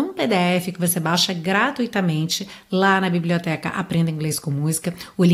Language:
Portuguese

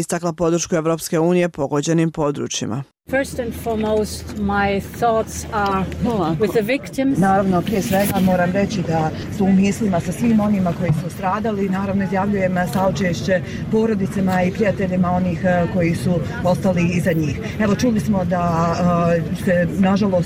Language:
Bosnian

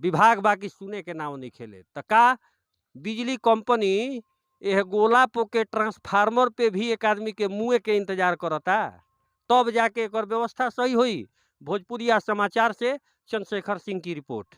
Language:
Bhojpuri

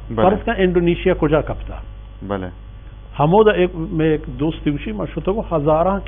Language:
Baluchi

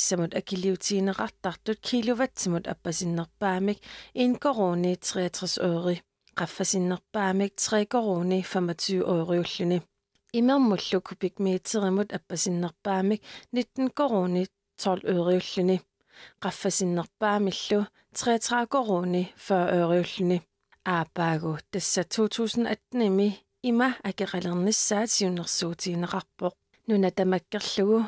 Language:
Kalaallisut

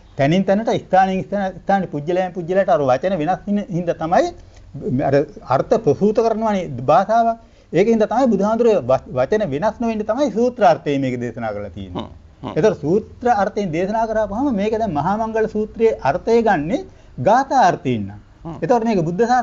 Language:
Sinhala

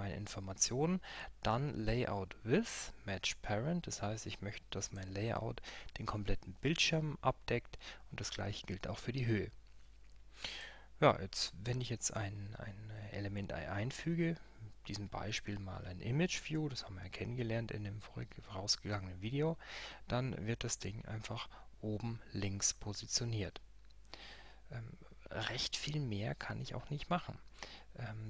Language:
German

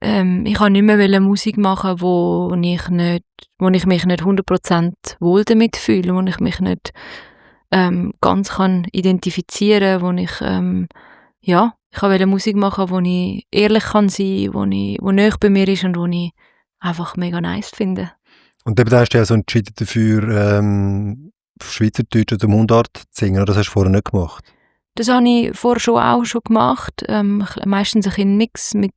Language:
Swiss German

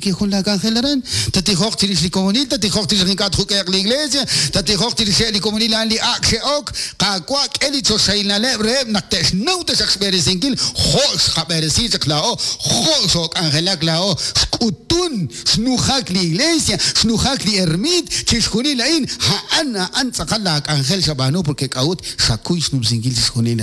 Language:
Kekchí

